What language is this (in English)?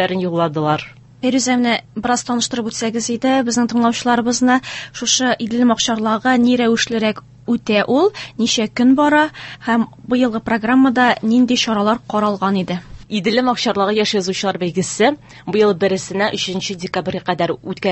Tatar